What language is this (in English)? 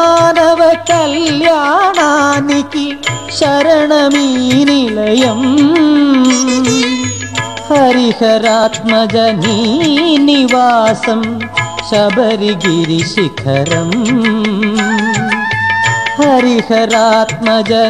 Telugu